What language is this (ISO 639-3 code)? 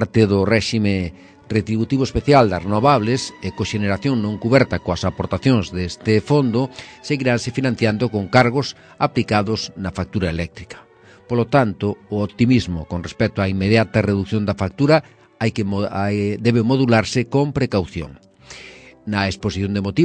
glg